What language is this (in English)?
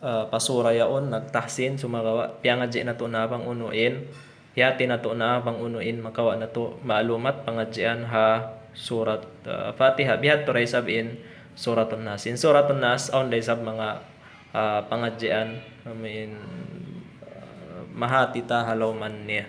Tausug